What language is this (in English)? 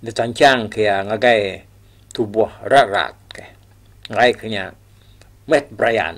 Iban